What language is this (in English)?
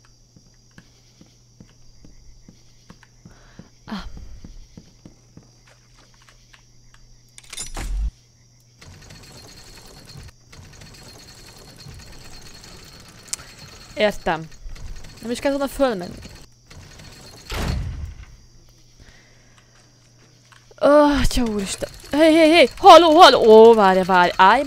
Hungarian